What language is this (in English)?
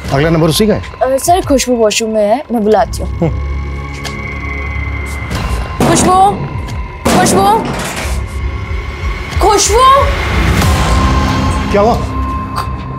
Hindi